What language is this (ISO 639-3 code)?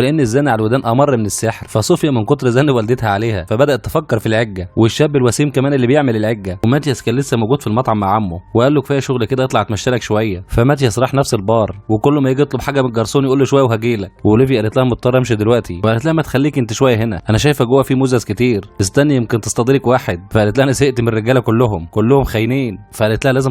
arz